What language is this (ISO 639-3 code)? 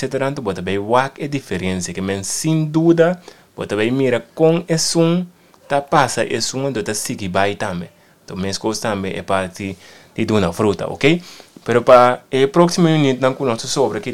pap